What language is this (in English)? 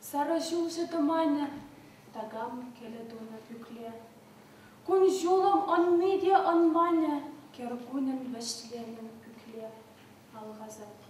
Chuvash